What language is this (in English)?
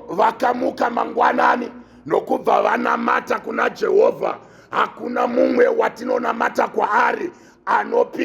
Shona